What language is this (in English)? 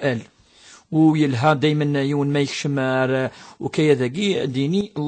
Kabyle